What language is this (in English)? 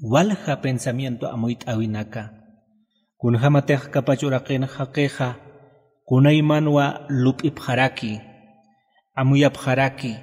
Aymara